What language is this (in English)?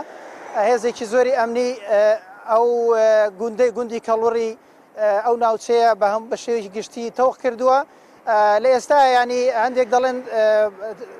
Central Kurdish